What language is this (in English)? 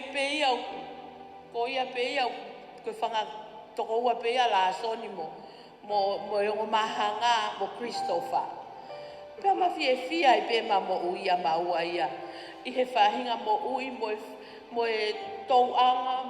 Tongan